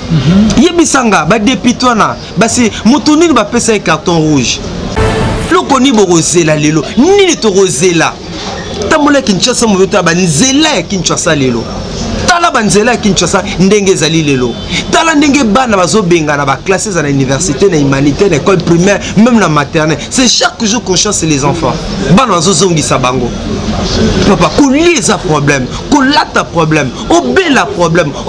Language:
Lingala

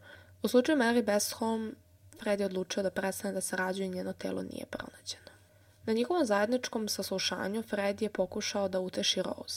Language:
Serbian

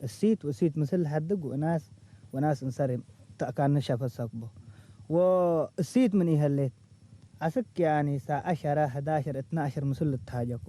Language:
Tigre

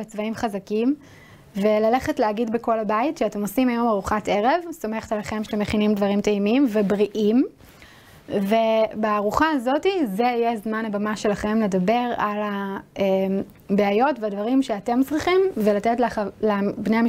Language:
Hebrew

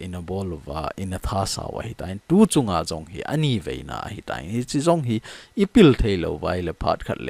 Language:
Thado Chin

